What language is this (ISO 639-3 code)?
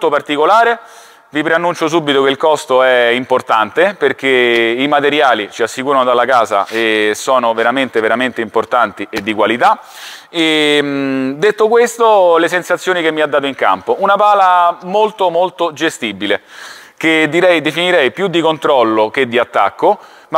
ita